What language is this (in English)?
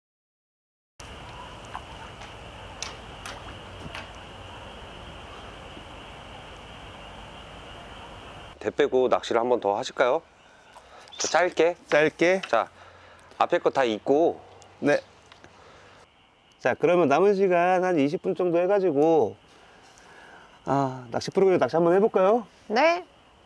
Korean